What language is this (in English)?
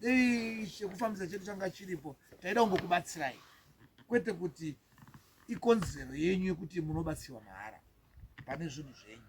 Shona